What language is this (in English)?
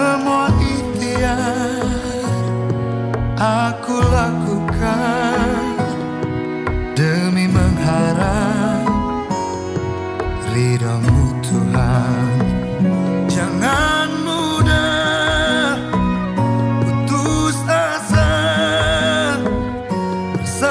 Indonesian